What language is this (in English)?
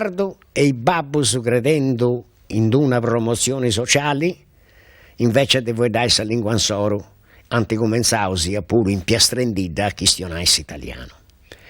Sardinian